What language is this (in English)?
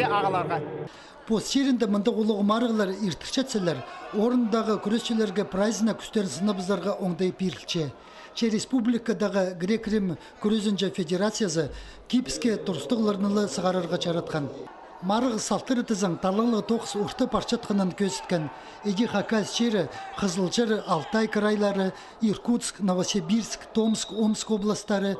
Khakas